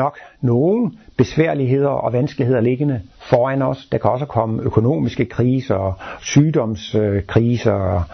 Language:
Danish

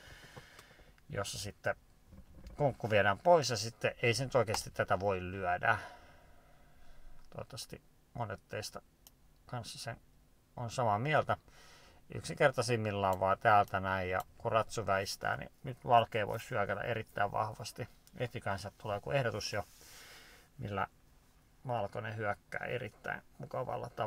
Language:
Finnish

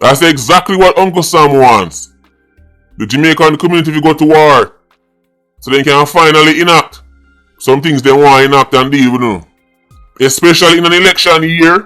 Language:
Jamaican Creole English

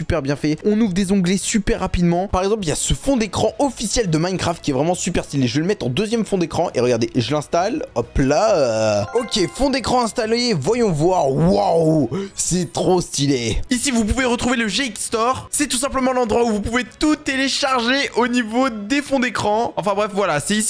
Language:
French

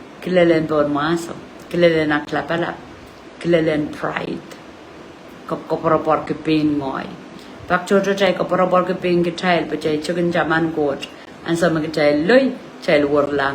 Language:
Pohnpeian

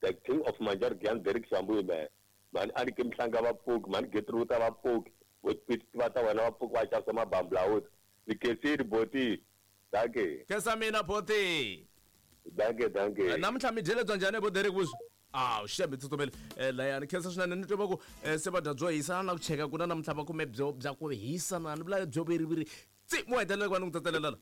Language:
Tsonga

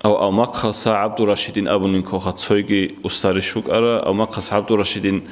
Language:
Avaric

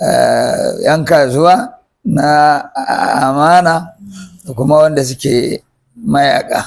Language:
Hausa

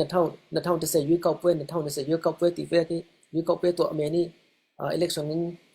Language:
Falam Chin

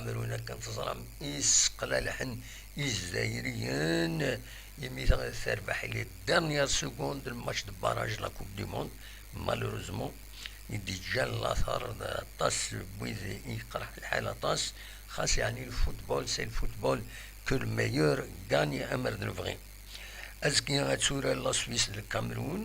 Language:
Kabyle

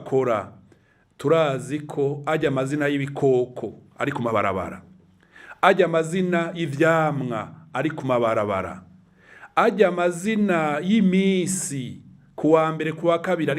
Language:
Rundi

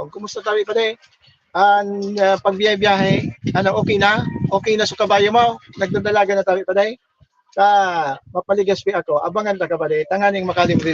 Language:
Bikol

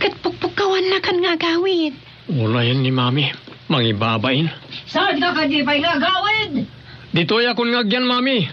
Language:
Iloko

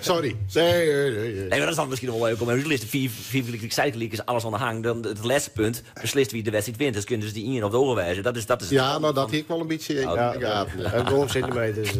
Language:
Western Frisian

